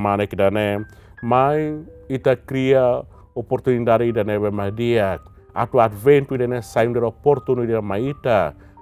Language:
Tetum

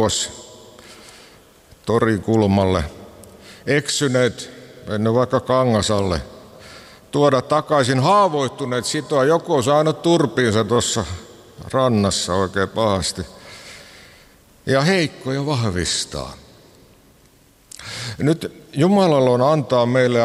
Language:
Finnish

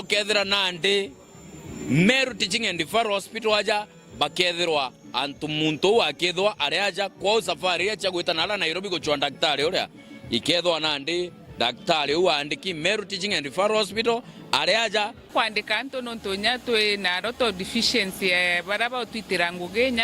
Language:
Meru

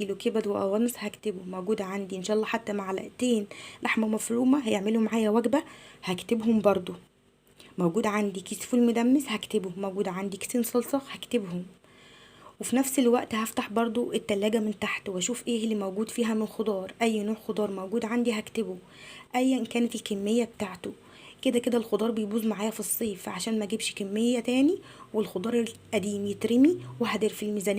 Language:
Egyptian Arabic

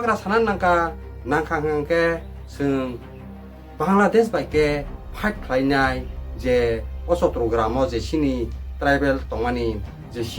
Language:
Kok Borok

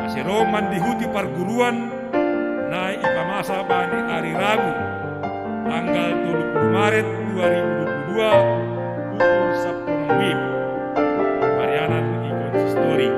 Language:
Batak Simalungun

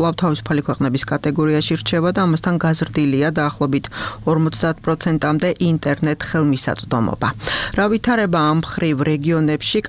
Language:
Georgian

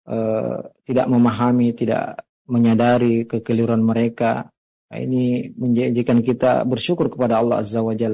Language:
Indonesian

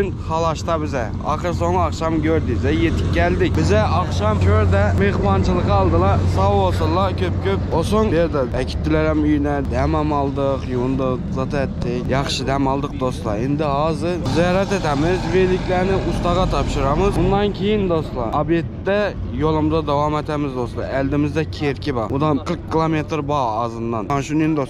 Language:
Turkmen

